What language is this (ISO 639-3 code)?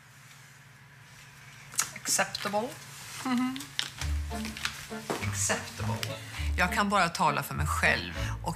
swe